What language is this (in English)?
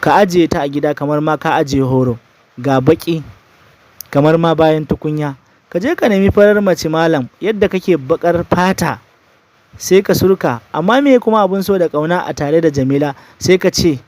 Hausa